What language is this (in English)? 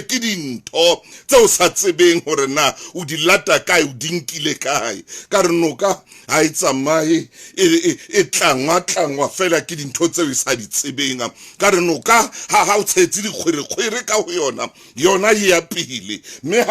Southern Sotho